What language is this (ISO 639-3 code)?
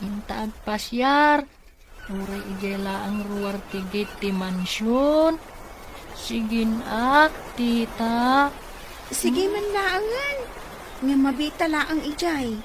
ilo